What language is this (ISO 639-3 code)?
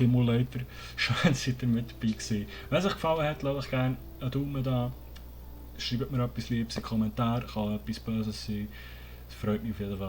gsw